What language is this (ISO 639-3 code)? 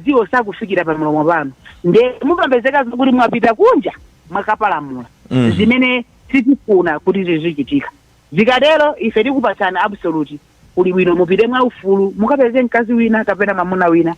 nya